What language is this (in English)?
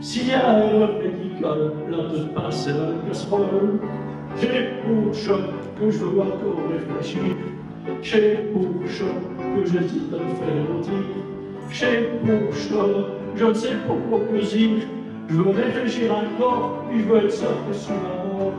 Picard